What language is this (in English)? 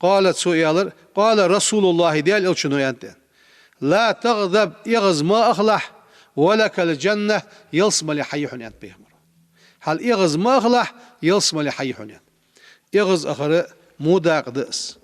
Ingush